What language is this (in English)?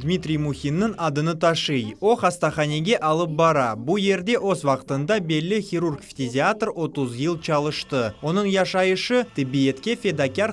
Crimean Tatar